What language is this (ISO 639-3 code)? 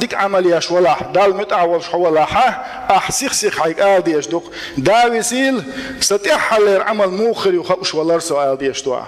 che